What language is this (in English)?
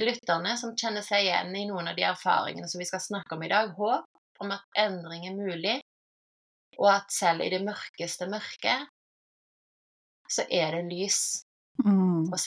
Norwegian